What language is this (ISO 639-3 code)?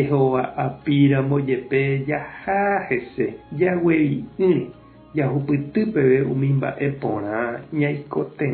grn